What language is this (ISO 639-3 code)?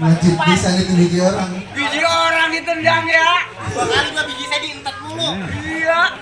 bew